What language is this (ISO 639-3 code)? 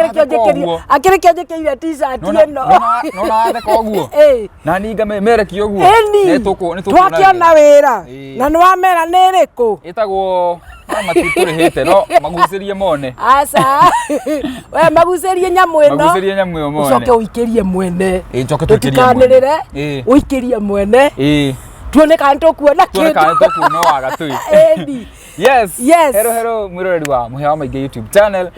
kik